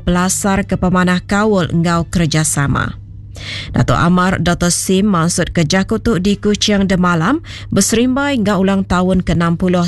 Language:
Iban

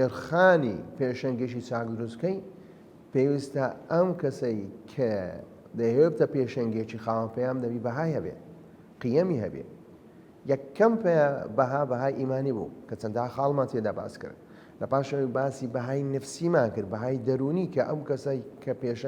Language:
Central Kurdish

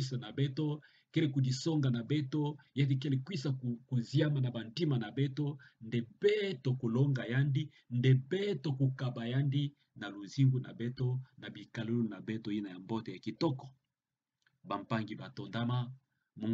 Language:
Kituba (Democratic Republic of Congo)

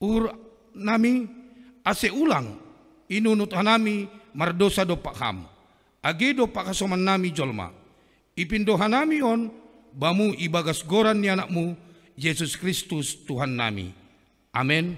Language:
Batak Simalungun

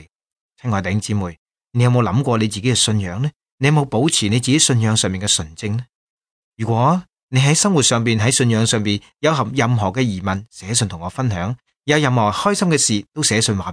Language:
Cantonese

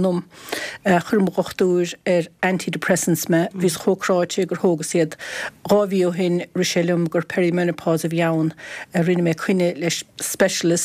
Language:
Irish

